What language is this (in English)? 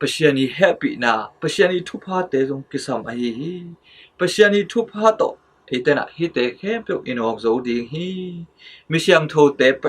Tedim Chin